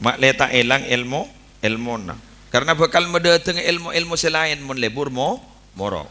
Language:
Madurese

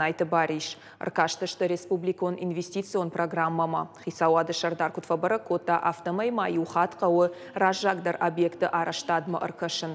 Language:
Ossetic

